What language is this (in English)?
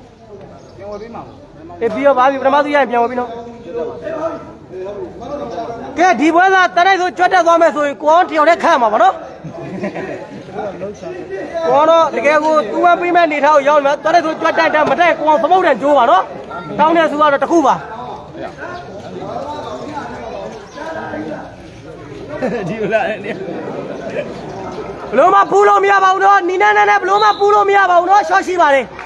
Burmese